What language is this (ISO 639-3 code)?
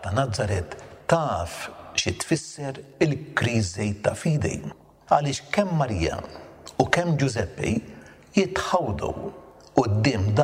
mlt